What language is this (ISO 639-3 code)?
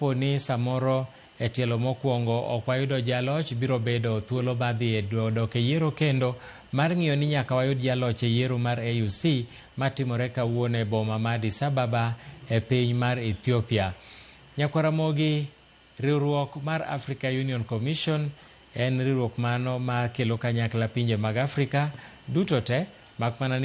luo